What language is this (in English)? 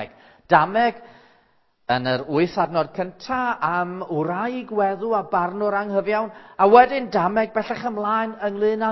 Welsh